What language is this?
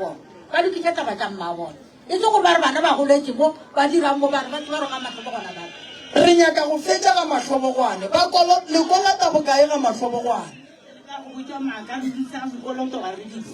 Northern Sotho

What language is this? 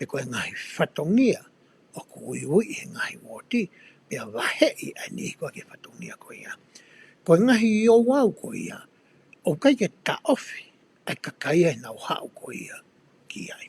Tongan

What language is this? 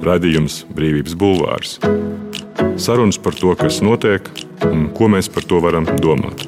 Latvian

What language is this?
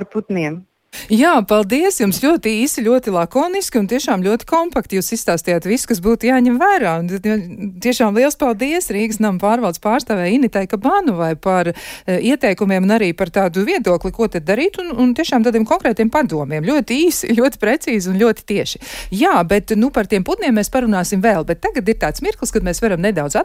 Latvian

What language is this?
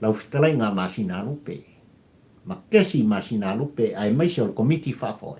Samoan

